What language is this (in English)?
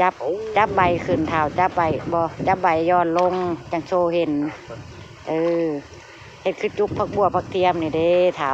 Northeastern Thai